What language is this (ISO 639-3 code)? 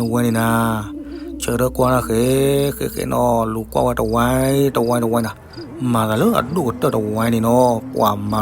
ksw